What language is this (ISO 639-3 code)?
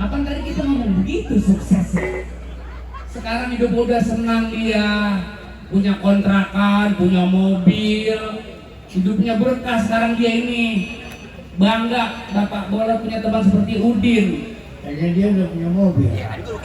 bew